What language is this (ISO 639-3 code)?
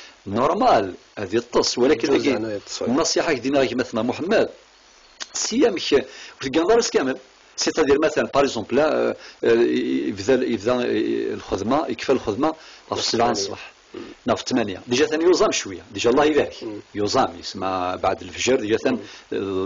kab